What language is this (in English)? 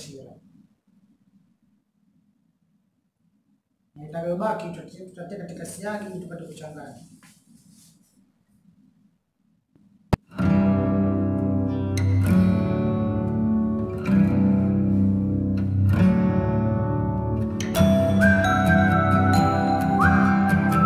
Swahili